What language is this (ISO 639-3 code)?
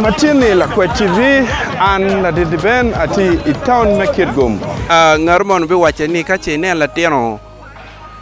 ach